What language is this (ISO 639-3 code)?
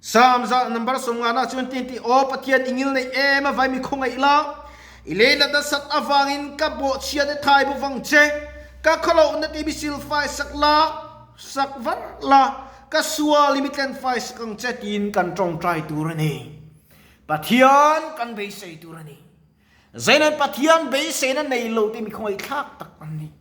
lus